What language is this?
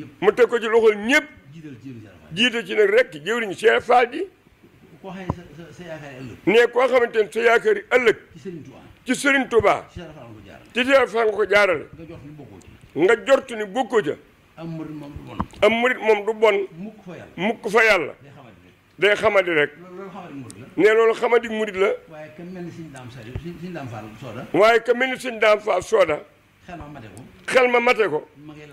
Wolof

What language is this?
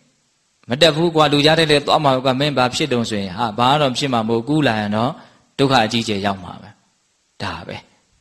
Burmese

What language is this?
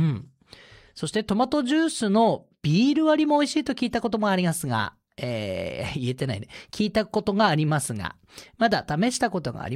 Japanese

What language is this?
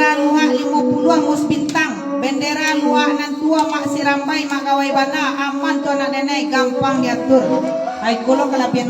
Minangkabau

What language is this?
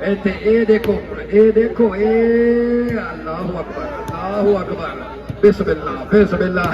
Saraiki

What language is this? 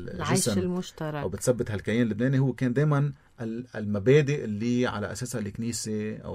North Levantine Arabic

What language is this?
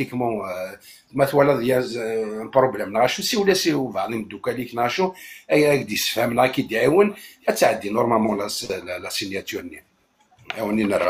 Kabyle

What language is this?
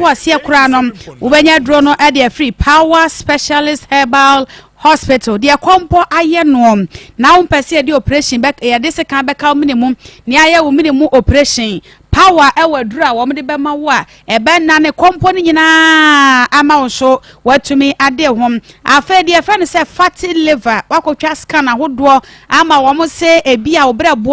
Akan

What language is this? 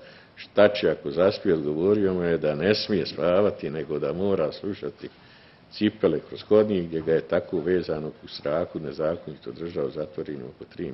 Bosnian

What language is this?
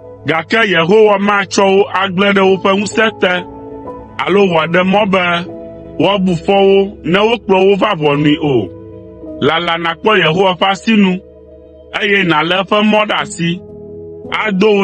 Ewe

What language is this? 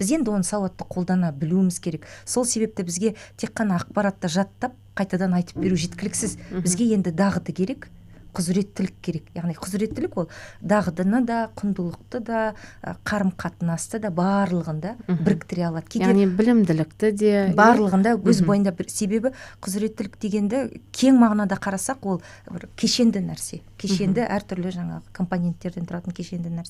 Kazakh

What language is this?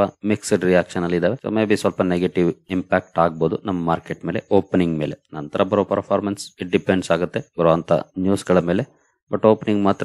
Kannada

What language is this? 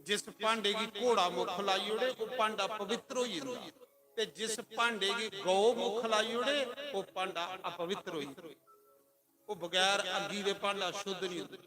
Dogri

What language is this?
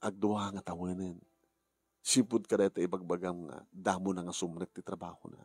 Iloko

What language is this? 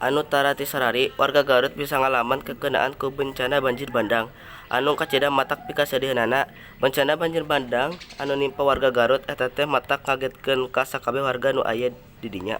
Sundanese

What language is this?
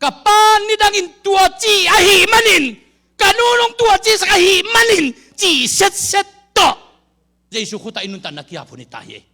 Tedim Chin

